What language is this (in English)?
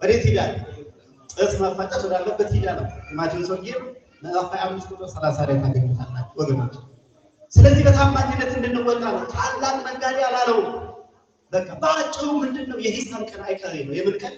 Amharic